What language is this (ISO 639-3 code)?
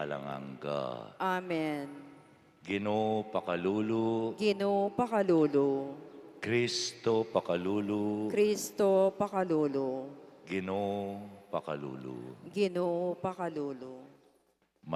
pam